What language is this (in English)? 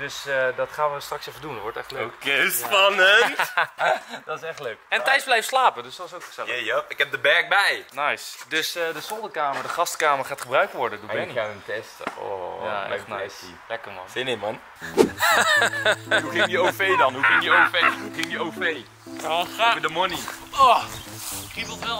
Dutch